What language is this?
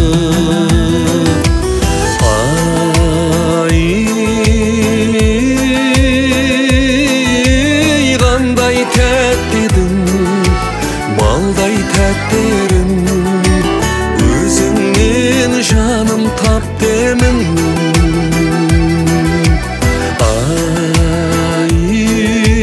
Kazakh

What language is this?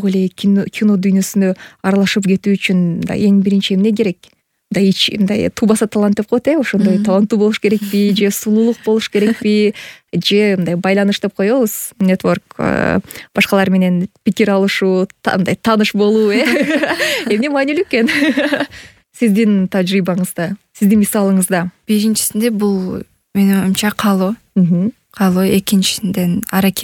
Kyrgyz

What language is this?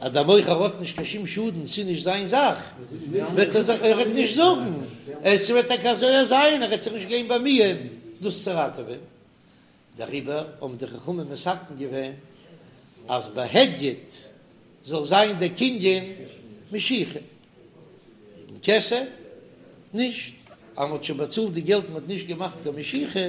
Yiddish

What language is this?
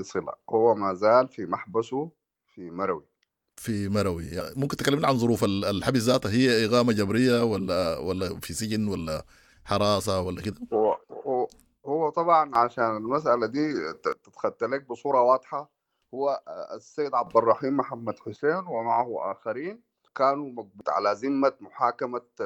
Sudanese Arabic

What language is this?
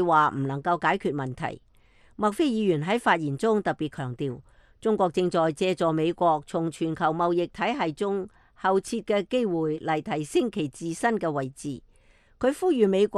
Cantonese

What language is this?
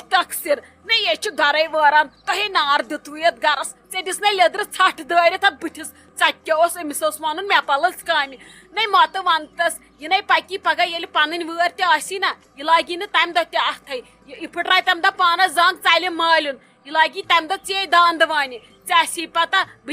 Kashmiri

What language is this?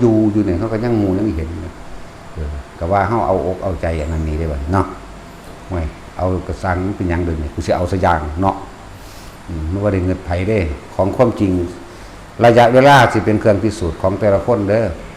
Northeastern Thai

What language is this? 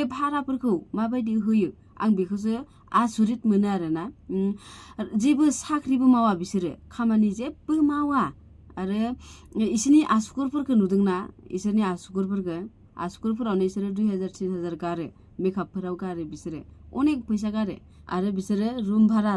Bodo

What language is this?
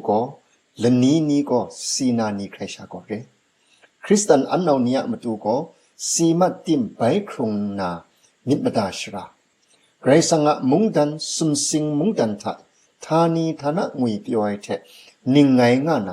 Kachin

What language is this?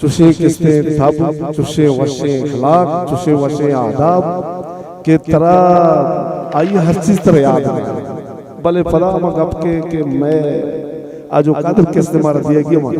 Eastern Balochi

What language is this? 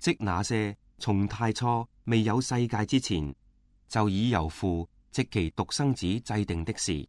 Cantonese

